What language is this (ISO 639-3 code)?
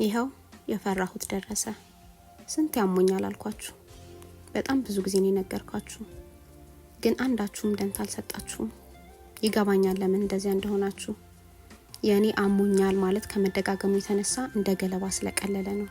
amh